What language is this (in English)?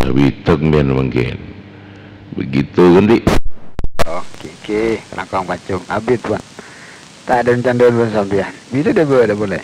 Madurese